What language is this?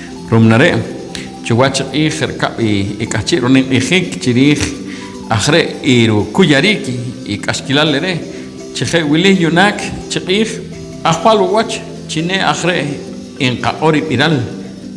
Poqomchi'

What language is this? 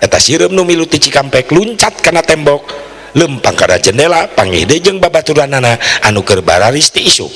Sundanese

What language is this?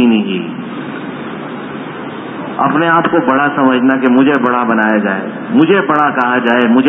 Urdu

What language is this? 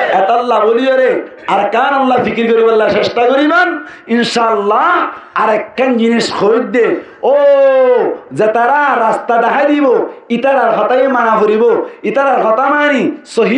Rohingya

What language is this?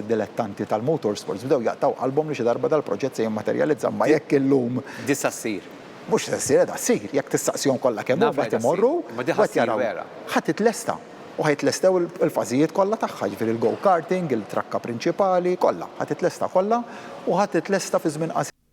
Maltese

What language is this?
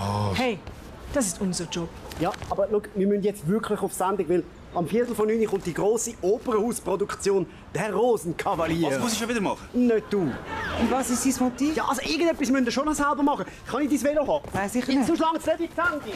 Swiss German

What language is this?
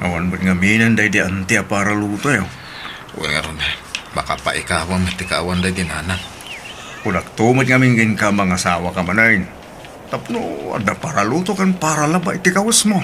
Iloko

